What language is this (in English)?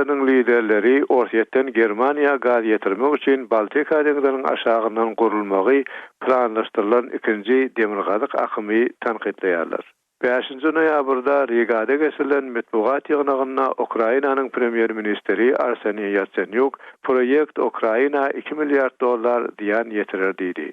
Turkmen